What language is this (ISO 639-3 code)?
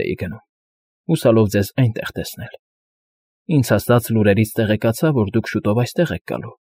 hye